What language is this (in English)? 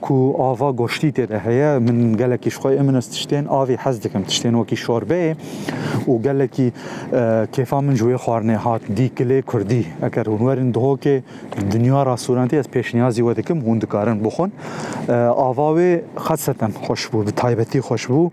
Kurdish